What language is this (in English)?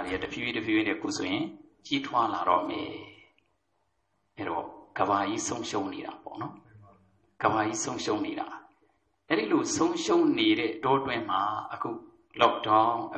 Burmese